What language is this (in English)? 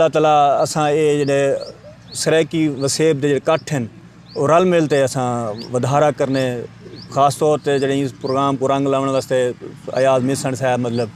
Saraiki